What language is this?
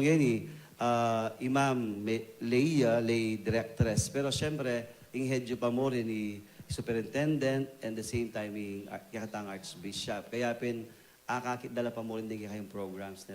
Pampanga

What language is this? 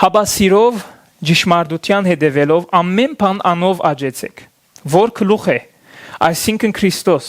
Western Armenian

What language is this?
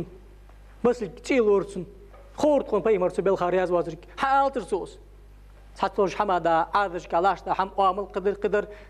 Ingush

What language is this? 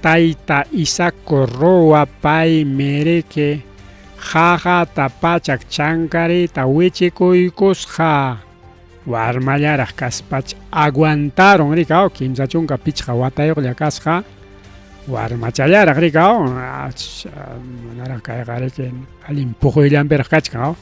Ayacucho Quechua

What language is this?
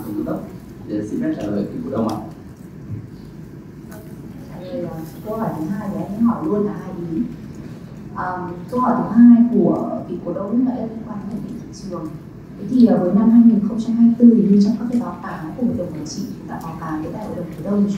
Vietnamese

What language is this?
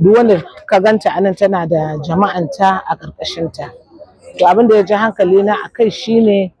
Hausa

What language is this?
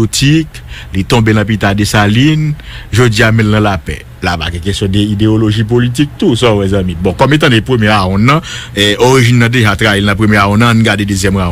Haitian Creole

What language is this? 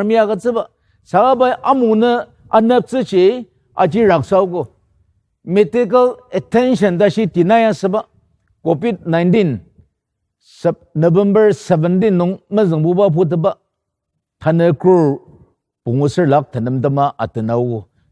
Ao Naga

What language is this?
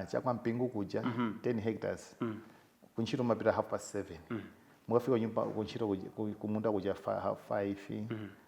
Nyanja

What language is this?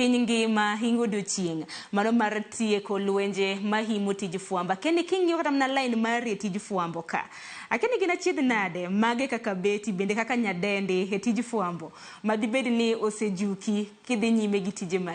Luo (Kenya and Tanzania)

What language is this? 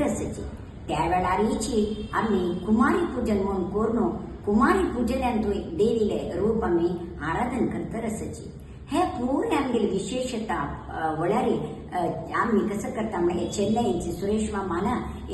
Konkani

